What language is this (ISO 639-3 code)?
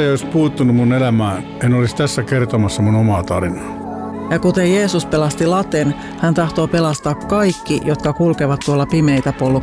fin